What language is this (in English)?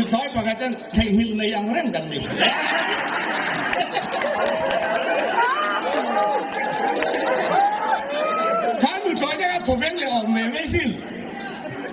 Thai